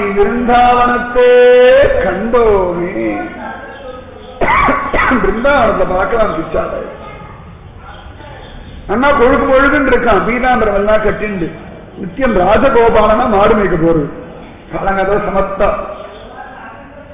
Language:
Tamil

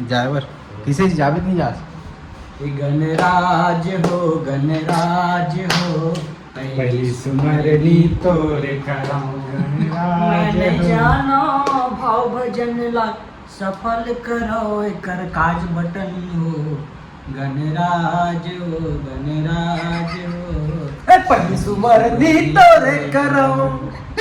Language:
Chhattisgarhi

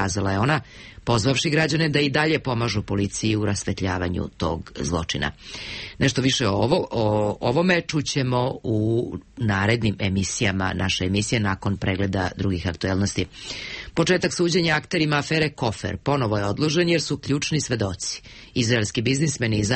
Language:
Serbian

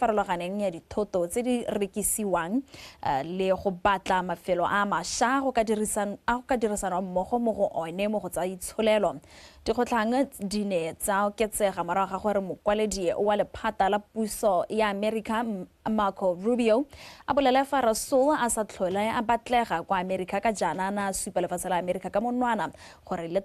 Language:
Tswana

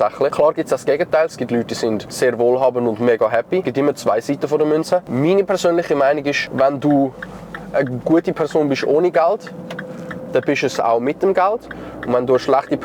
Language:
Swiss German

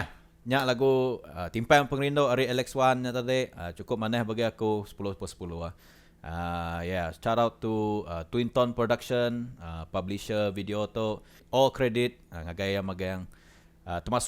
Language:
Iban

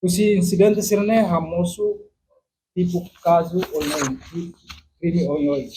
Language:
Tetum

